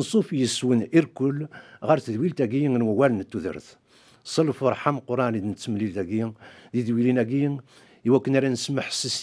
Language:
Kabyle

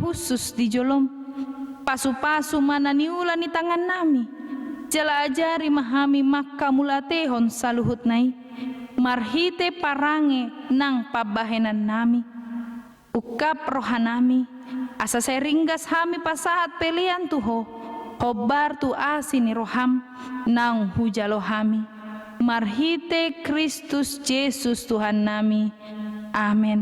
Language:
Batak Toba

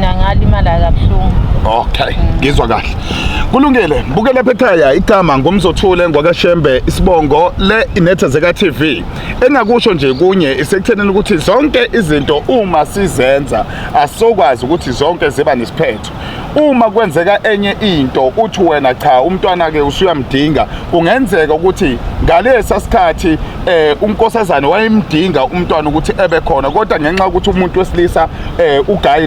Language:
Zulu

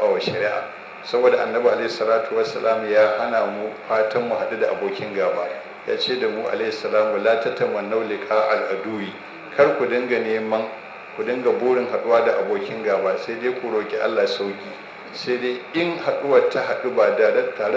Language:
Hausa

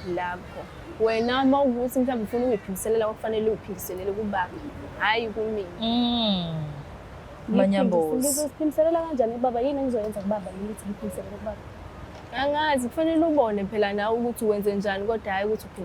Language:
Zulu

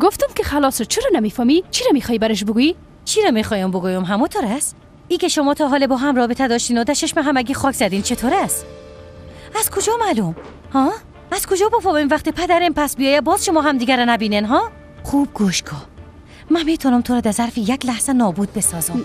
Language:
Persian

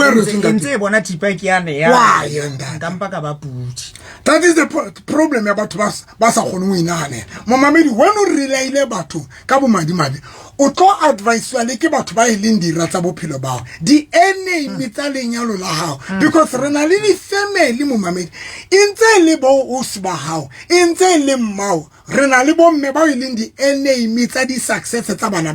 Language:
Southern Sotho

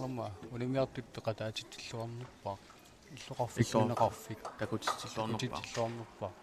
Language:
Kalaallisut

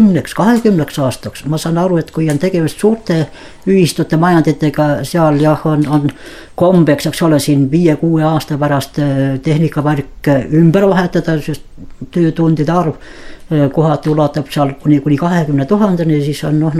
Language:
Estonian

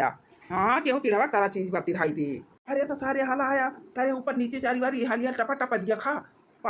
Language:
Awadhi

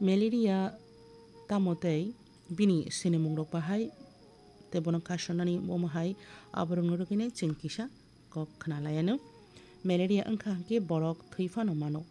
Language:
Kok Borok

